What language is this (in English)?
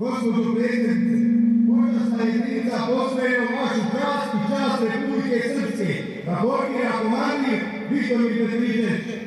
Croatian